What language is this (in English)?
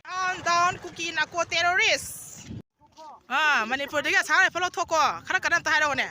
Manipuri